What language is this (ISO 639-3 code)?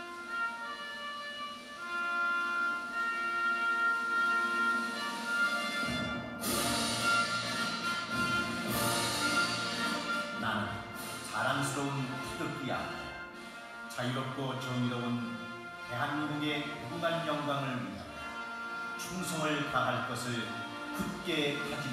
kor